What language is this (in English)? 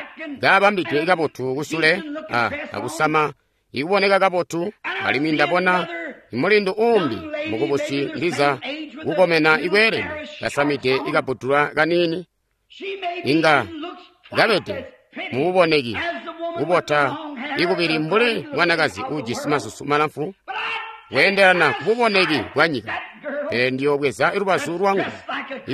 Tonga (Zambia)